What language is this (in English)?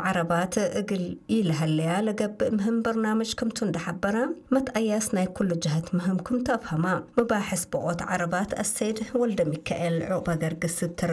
Tigre